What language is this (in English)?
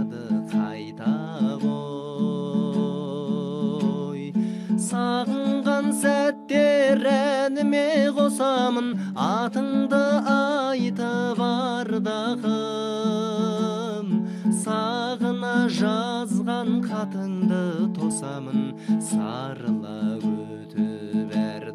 Kazakh